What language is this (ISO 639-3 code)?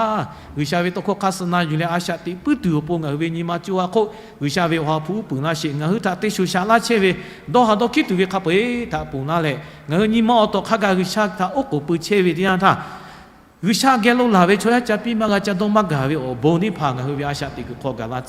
lhu